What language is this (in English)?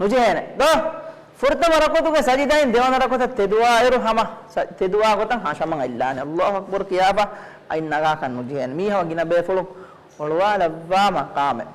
Divehi